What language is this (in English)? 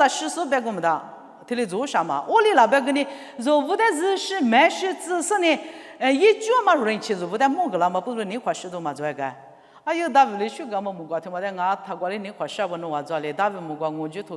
Lisu